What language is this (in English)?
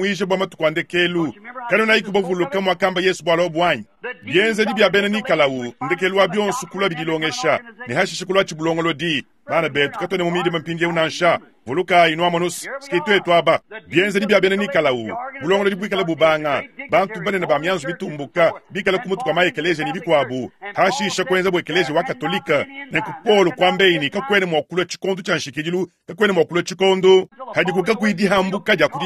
Luba-Lulua